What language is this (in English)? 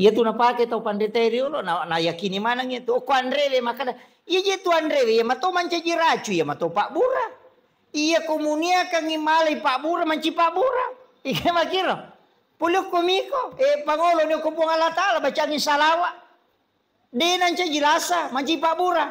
Buginese